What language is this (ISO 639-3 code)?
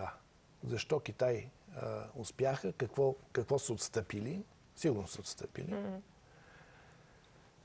bul